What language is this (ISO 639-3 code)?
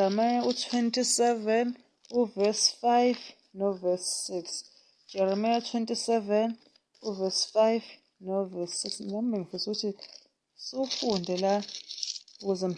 zul